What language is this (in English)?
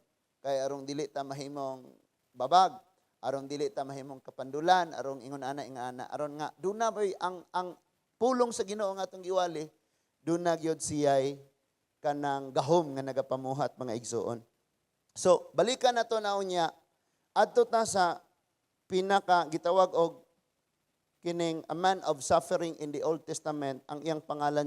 Cebuano